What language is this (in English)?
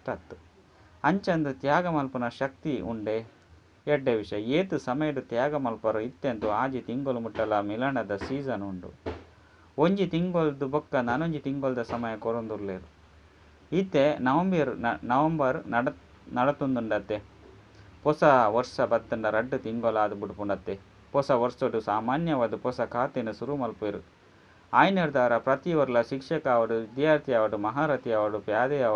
Tulu